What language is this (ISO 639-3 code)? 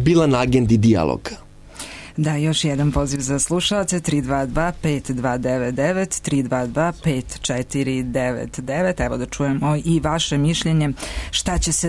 srp